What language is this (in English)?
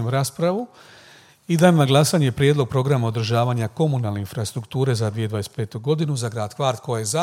Croatian